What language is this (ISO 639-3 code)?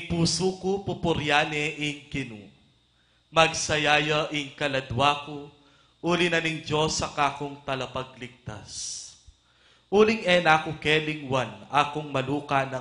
pam